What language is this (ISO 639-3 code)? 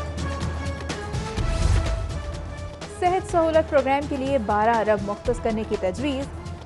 urd